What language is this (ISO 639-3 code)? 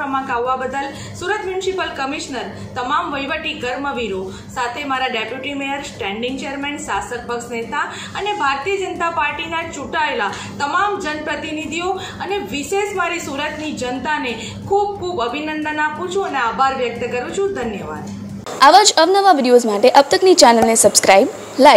guj